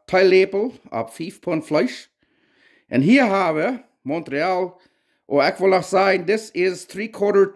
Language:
Plautdietsch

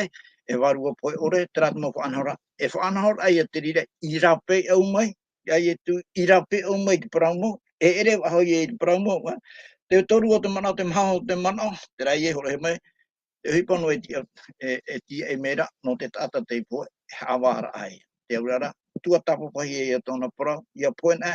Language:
Tahitian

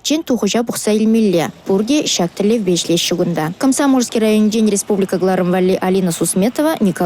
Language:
Chuvash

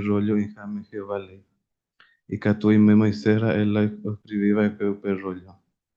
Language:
Guarani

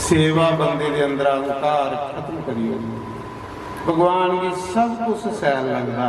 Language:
Dogri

